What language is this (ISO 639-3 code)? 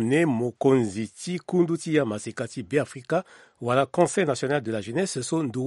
sag